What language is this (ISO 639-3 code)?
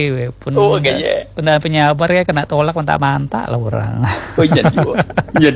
ind